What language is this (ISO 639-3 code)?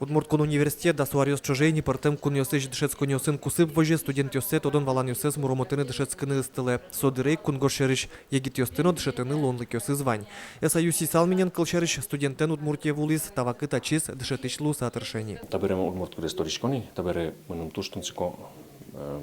udm